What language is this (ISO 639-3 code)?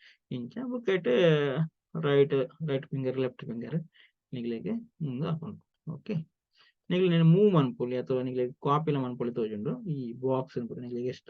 tcy